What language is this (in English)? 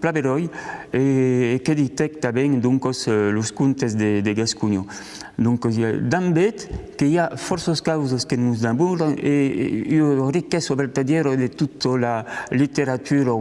Occitan